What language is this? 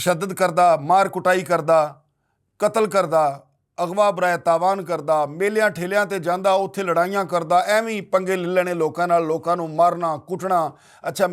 Western Panjabi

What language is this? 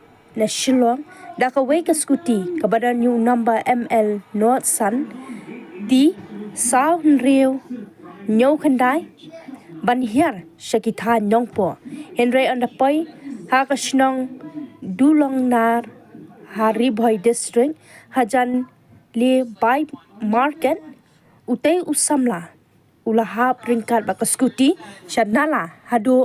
Khasi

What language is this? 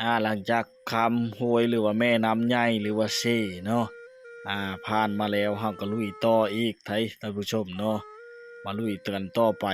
Lao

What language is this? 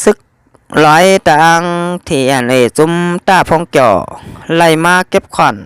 Shan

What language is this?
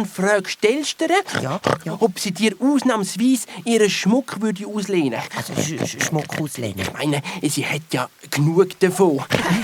Swiss German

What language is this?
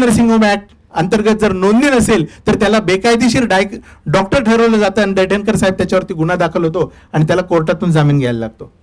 Marathi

